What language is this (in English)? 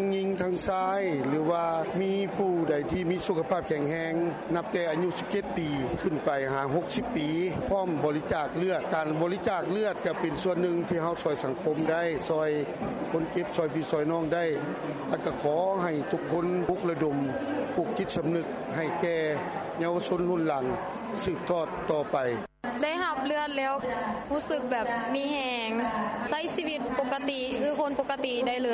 Lao